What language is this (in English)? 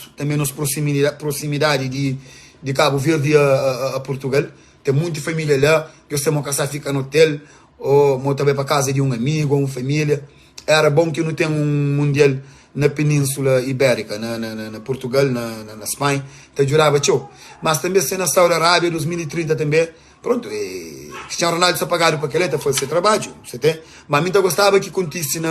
Kabuverdianu